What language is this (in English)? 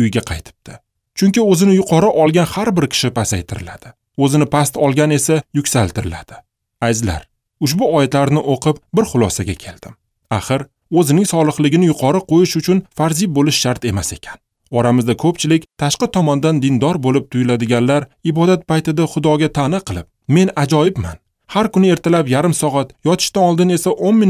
Uzbek